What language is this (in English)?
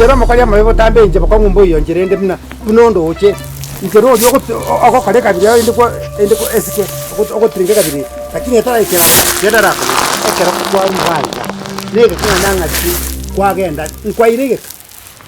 Gusii